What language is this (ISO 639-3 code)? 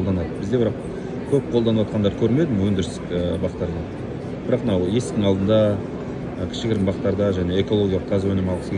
kaz